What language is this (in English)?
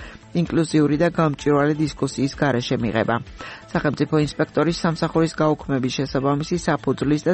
Georgian